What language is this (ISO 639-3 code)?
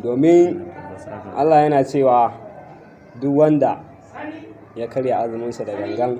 hau